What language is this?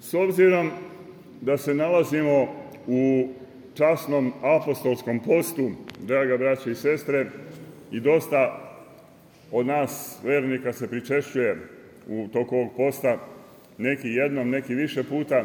Serbian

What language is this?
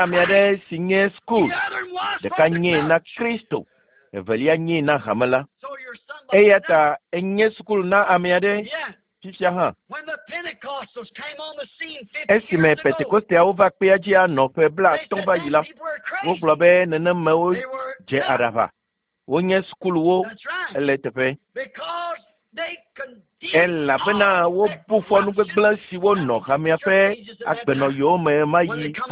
Ewe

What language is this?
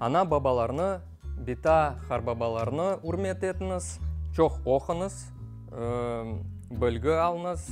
Crimean Tatar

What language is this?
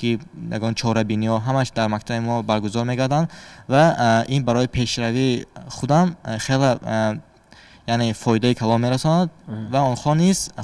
Tajik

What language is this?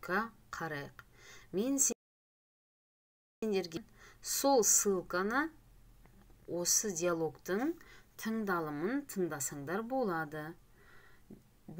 Kazakh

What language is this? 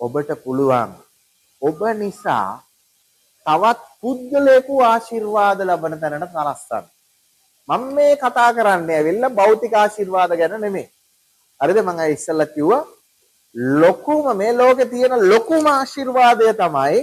Sinhala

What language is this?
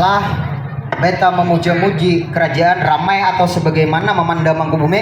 Banjar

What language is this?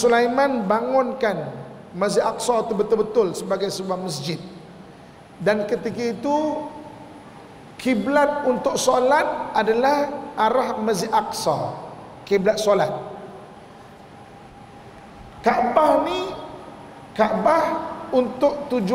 Malay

